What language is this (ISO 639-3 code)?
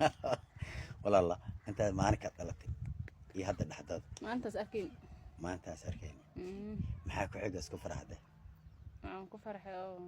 som